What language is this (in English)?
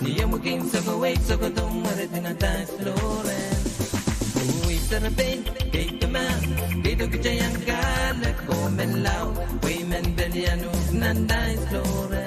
Pohnpeian